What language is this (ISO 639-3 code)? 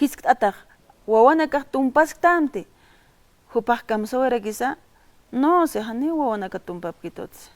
aym